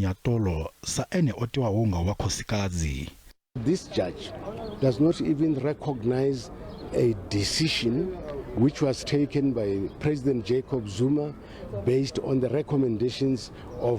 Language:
Venda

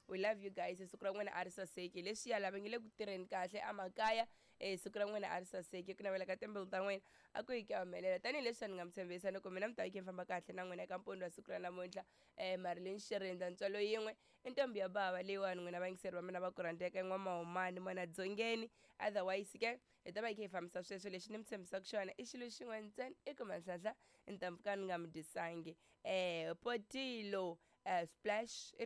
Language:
Tsonga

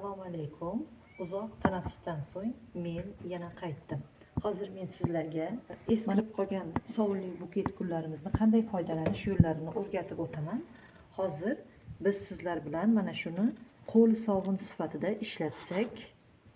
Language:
Uzbek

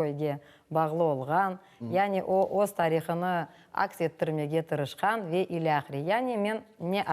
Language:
Crimean Tatar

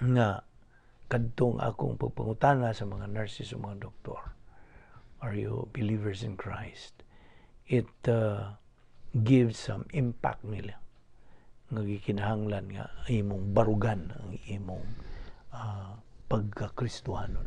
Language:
Cebuano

